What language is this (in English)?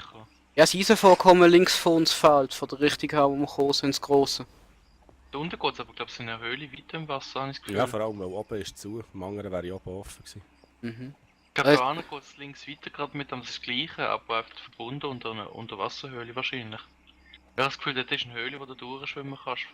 Swiss German